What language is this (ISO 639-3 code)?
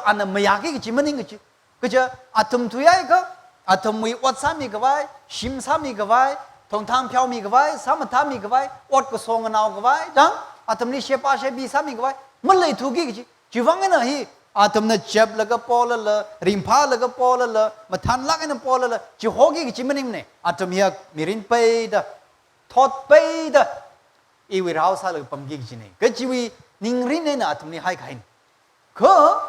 nmf